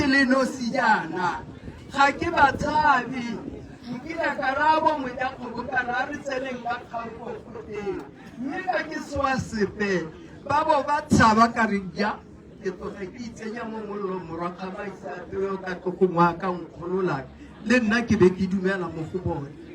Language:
Tswana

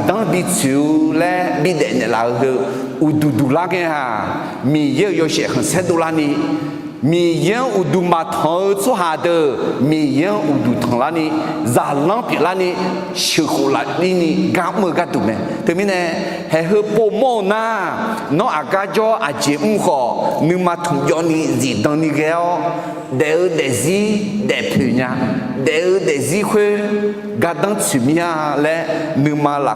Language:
Akha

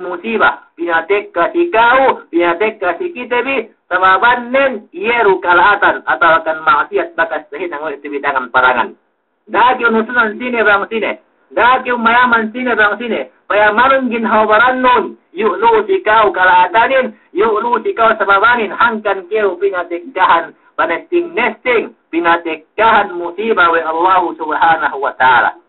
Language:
Yakan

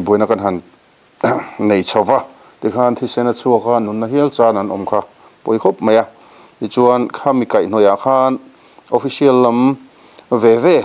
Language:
Mizo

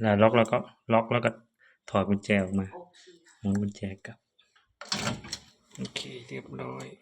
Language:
Lao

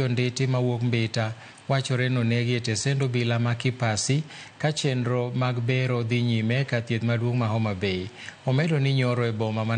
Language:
Luo (Kenya and Tanzania)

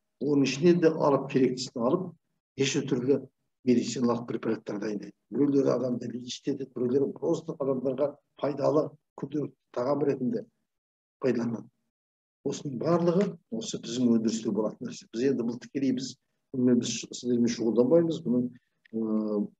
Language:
Kazakh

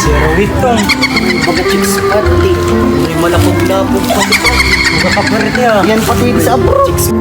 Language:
Bikol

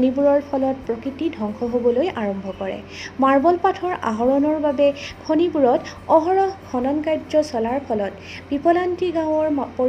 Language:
Assamese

